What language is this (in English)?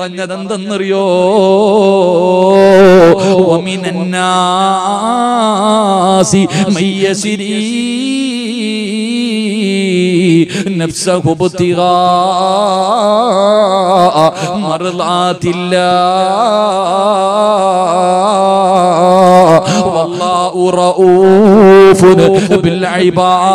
Malayalam